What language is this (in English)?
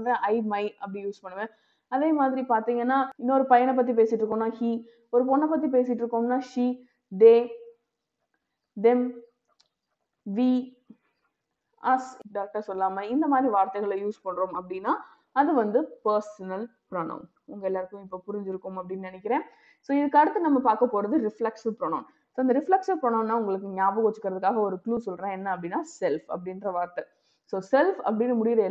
Tamil